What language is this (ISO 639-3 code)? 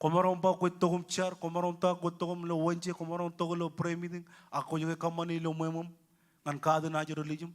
mah